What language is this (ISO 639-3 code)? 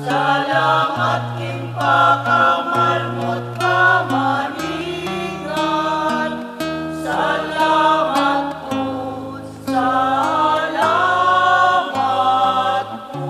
pam